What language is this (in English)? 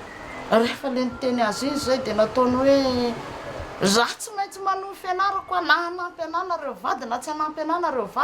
Malagasy